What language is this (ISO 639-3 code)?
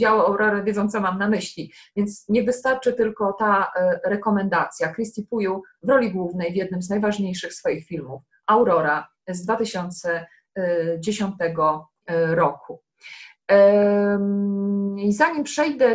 pol